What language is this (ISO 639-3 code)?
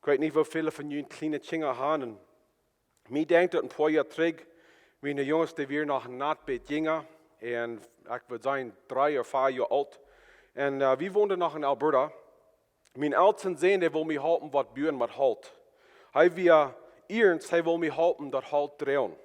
pdt